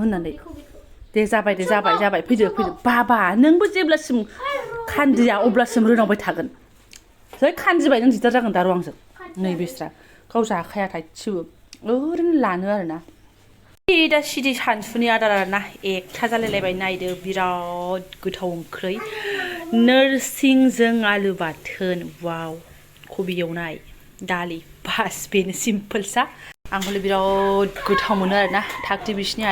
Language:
Bodo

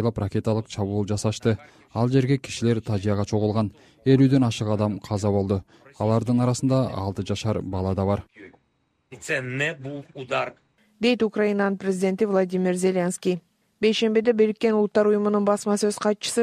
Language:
Kyrgyz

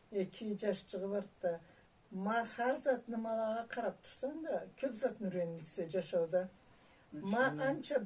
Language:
Karachay-Balkar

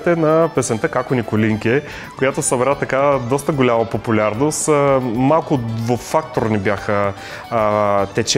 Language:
Bulgarian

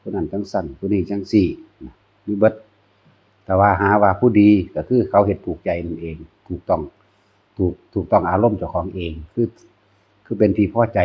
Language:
Northeastern Thai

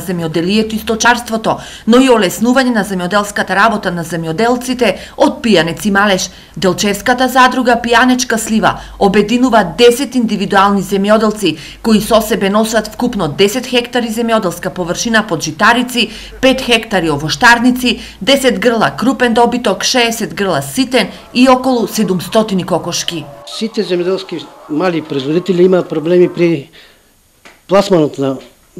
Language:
Macedonian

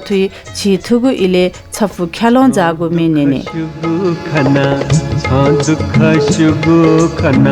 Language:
Newari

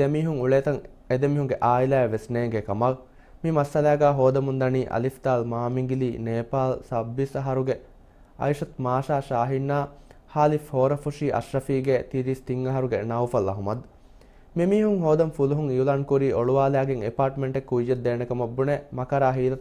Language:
Divehi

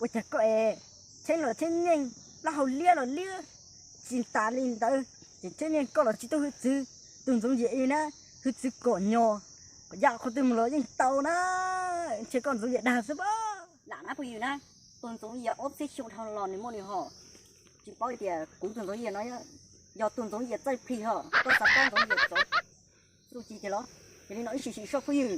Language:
Hmong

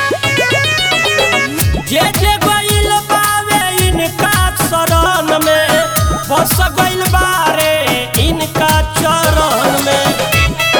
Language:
Bhojpuri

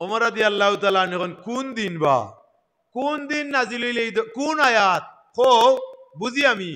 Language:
Sylheti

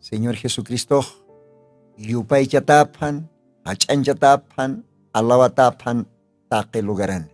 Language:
Aymara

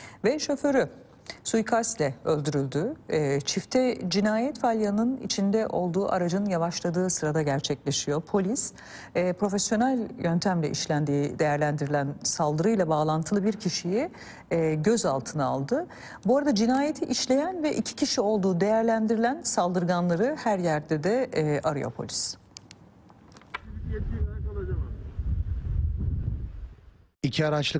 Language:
Turkish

